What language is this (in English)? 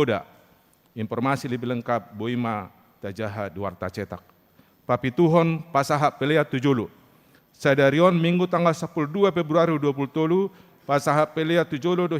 Batak Toba